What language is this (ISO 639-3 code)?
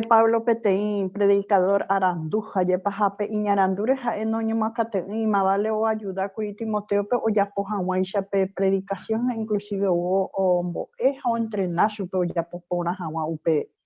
grn